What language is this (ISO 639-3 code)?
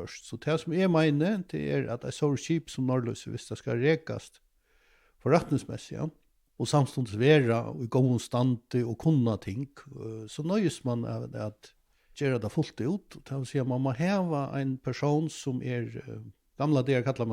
fao